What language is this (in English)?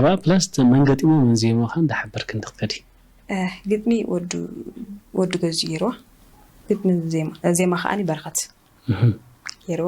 Tigrinya